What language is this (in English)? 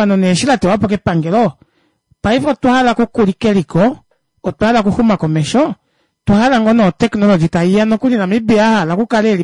Kuanyama